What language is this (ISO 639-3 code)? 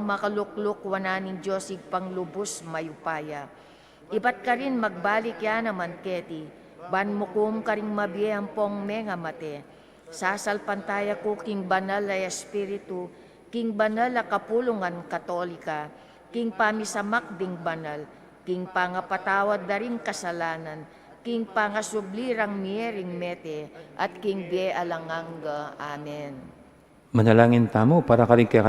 pam